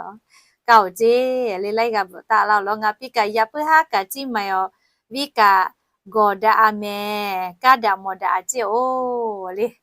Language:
Lahu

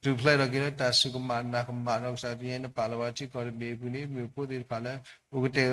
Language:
S'gaw Karen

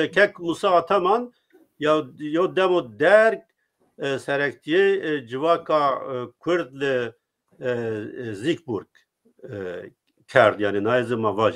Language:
Zaza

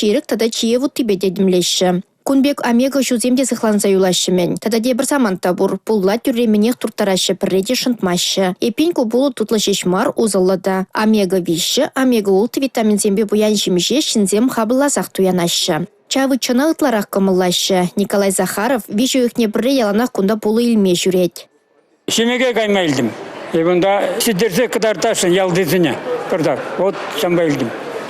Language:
Chuvash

